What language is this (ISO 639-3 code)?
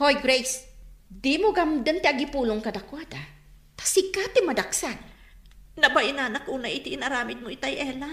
ilo